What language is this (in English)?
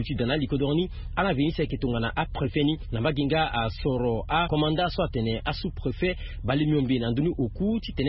Sango